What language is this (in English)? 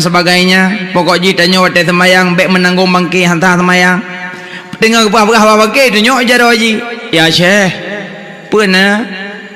Achinese